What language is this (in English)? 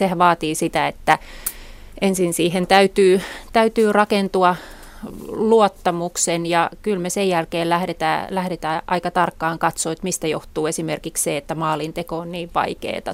Finnish